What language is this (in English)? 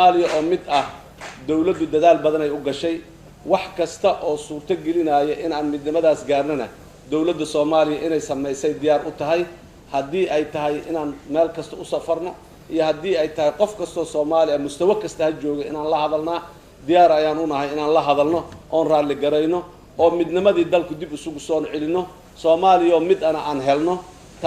Somali